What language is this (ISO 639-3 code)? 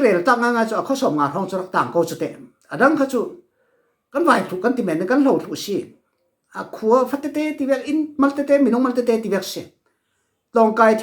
cfm